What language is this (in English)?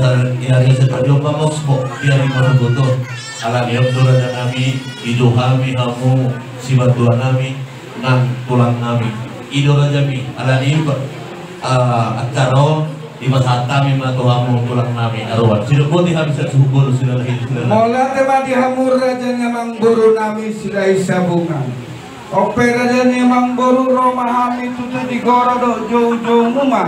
Batak Toba